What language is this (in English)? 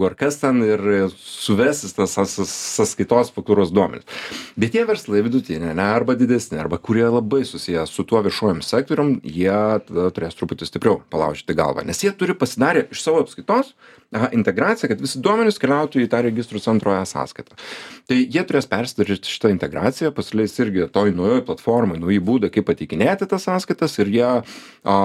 Lithuanian